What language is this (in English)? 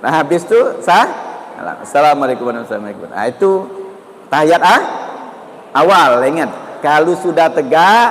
Musi